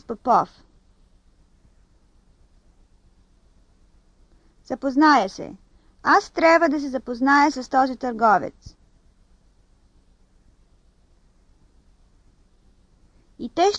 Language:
Bulgarian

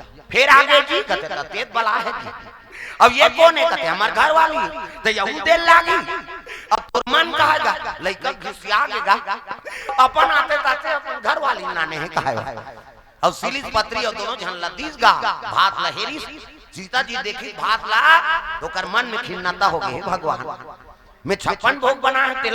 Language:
Chhattisgarhi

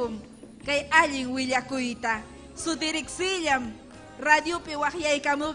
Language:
Ayacucho Quechua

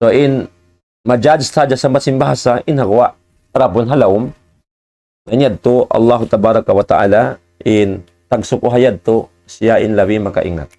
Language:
Tausug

